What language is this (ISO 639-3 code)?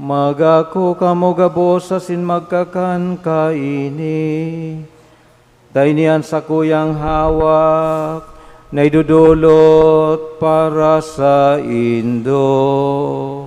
bik